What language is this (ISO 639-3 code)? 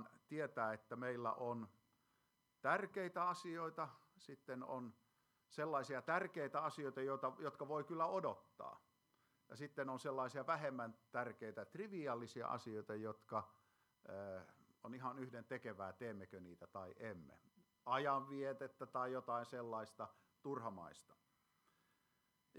fin